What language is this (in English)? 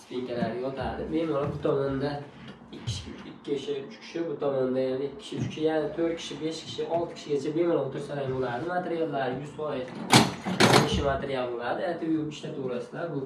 Uzbek